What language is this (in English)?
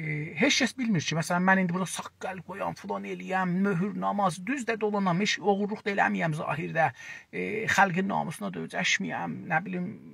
South Azerbaijani